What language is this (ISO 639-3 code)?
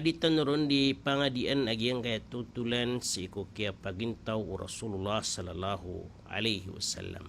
mrw